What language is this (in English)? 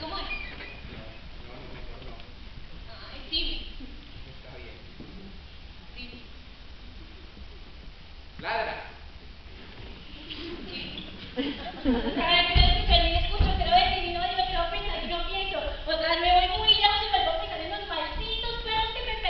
Spanish